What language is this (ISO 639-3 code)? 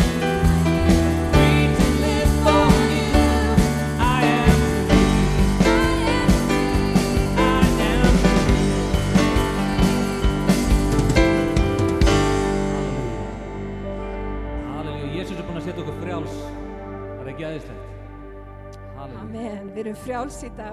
isl